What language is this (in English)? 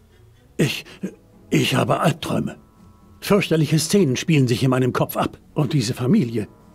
Bavarian